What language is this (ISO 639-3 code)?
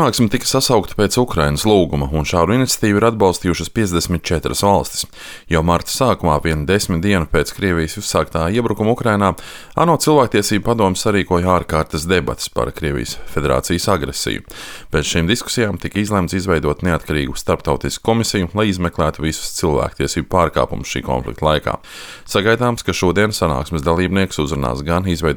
lav